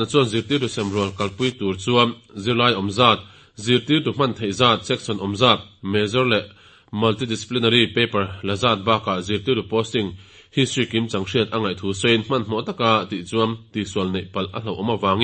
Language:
Mizo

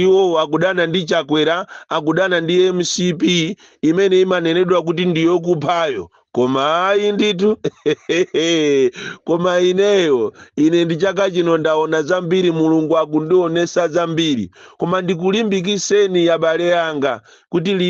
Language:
Nyanja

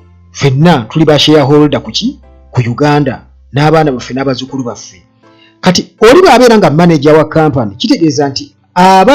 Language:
Ganda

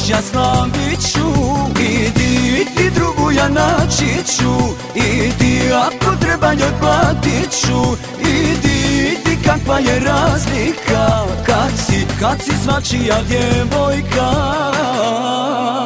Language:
Croatian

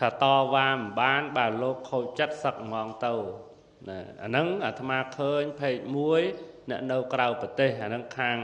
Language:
Khmer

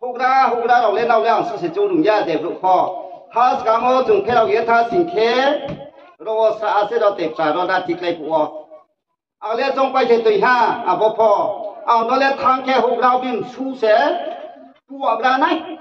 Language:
Riang (India)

